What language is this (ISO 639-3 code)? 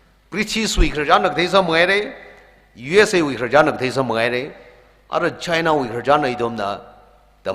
nmf